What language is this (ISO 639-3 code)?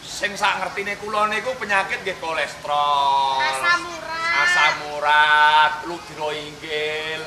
jav